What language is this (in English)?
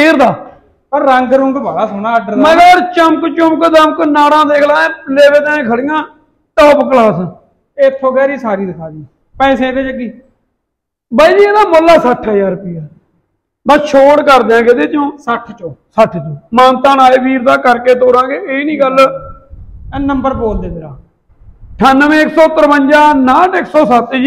Punjabi